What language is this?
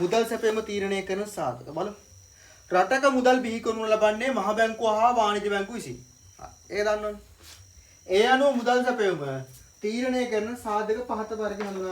Sinhala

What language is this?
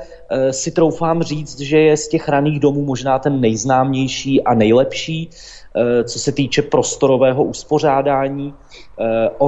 Czech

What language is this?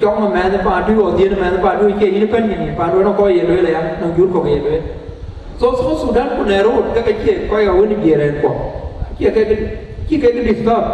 Dinka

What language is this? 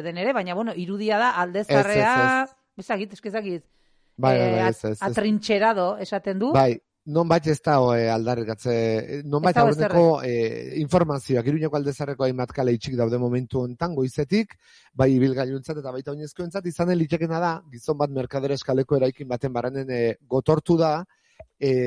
Basque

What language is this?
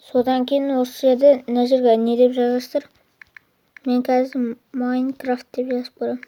Kazakh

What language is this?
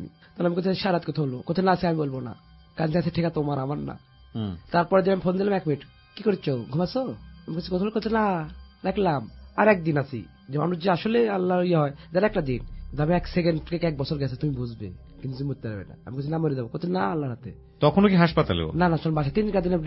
Bangla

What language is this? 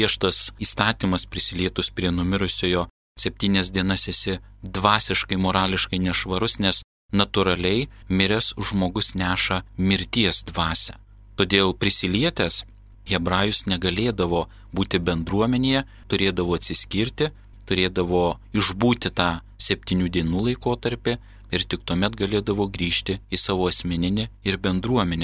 Lithuanian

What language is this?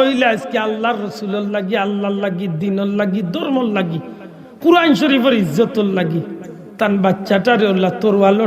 Sylheti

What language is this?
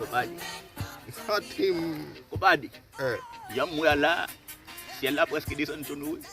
Haitian Creole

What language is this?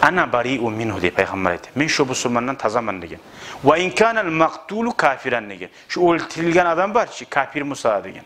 Kumyk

